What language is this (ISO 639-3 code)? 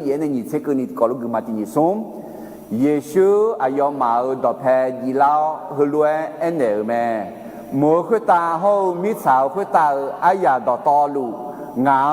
ahk